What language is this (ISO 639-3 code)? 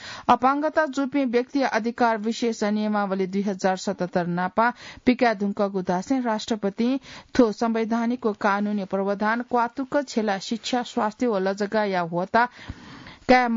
new